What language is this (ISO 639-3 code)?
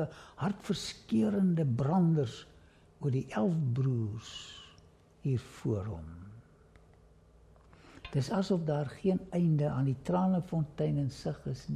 afr